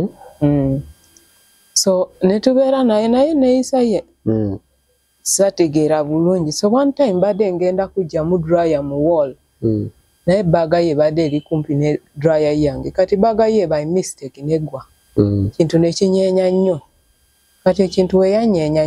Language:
Ganda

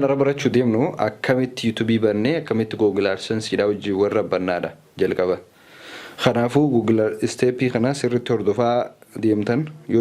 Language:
Oromo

